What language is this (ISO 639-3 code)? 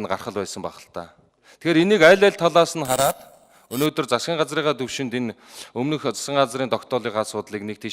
mon